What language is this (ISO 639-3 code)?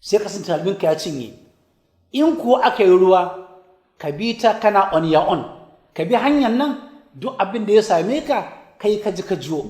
hau